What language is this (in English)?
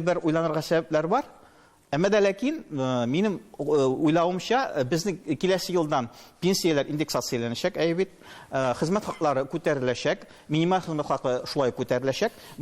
Tatar